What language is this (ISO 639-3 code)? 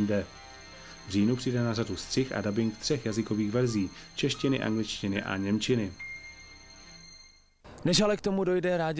ces